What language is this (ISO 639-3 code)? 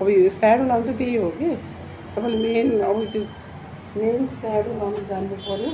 nep